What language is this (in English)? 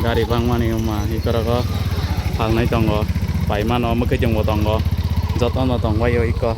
Kok Borok